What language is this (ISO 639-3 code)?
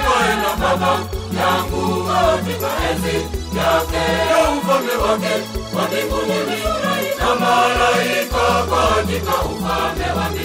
swa